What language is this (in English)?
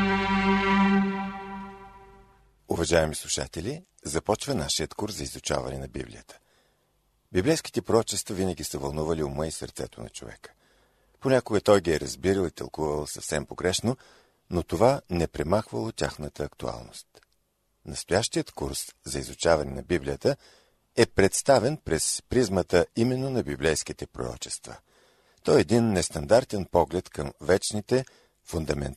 Bulgarian